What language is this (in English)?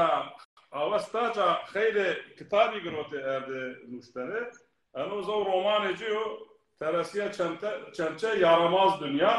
Zaza